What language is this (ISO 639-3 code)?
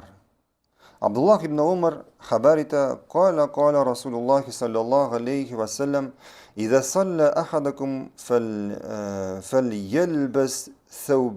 tat